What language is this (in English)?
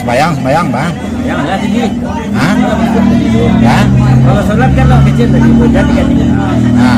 Minangkabau